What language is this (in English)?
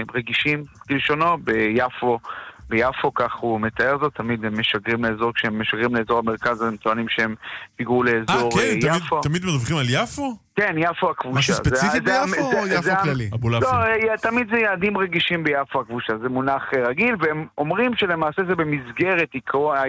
Hebrew